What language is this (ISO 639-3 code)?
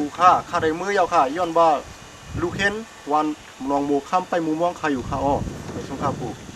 shn